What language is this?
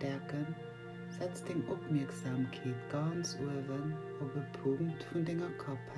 Luxembourgish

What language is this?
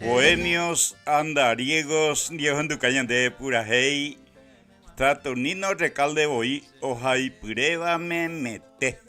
Guarani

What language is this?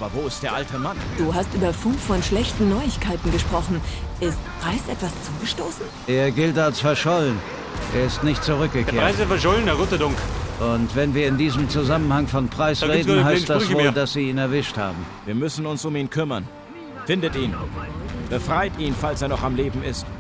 Bavarian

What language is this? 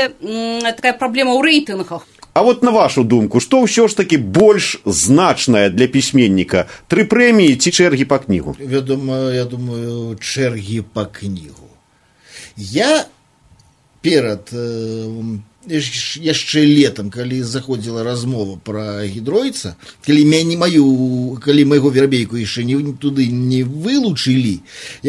Belarusian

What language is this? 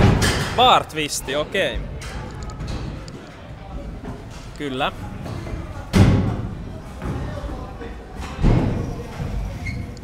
Finnish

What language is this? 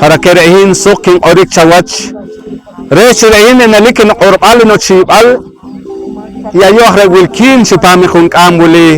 Poqomchi'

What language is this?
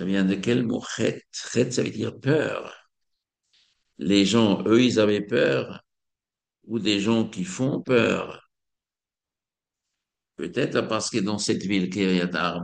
French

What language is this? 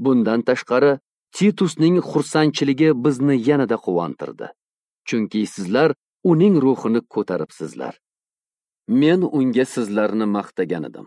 Uzbek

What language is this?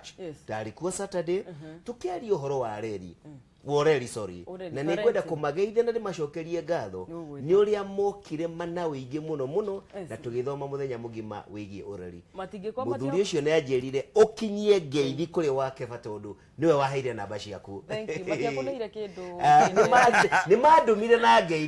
Kikuyu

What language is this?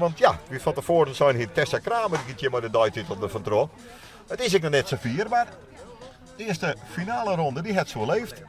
Western Frisian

